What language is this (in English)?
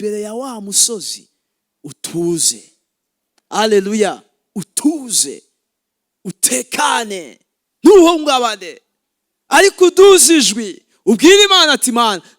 Rundi